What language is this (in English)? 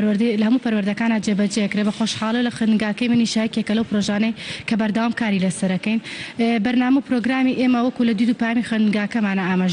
Central Kurdish